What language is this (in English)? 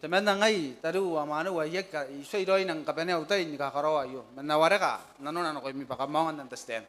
Gilbertese